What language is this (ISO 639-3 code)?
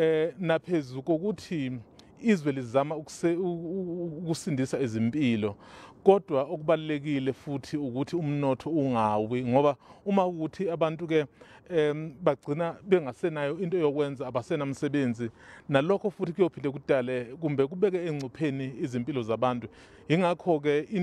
zul